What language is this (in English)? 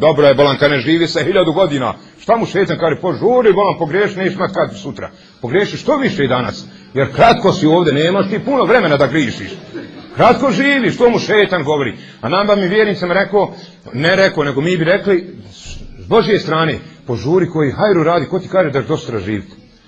Bosnian